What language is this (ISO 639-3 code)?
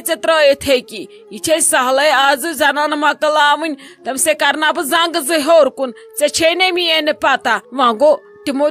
kas